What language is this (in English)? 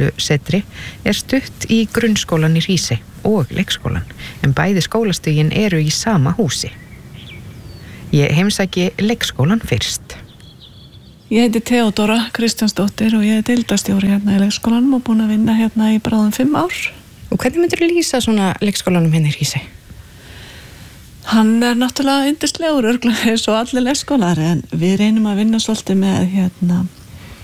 Icelandic